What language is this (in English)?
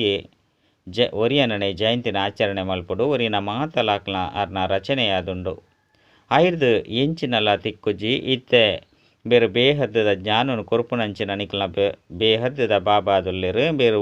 Tulu